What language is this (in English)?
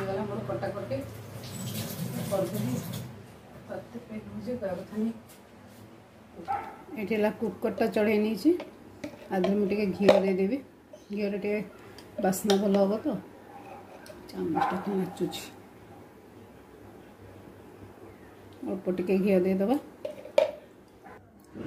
Odia